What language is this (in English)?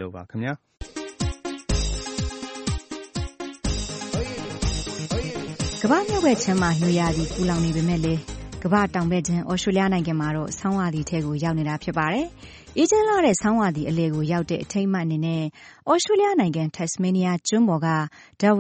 Burmese